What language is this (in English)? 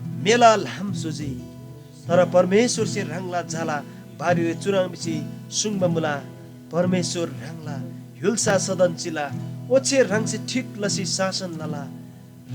Eastern Tamang